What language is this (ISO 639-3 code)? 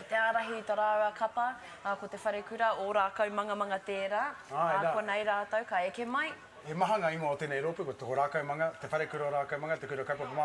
mri